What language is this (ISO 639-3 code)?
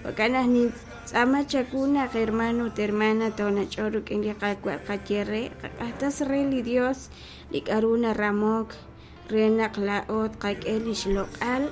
kek